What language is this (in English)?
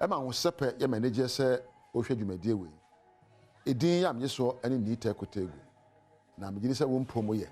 Akan